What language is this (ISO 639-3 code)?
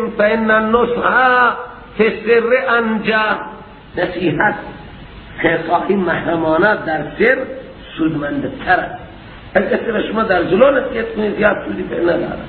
fas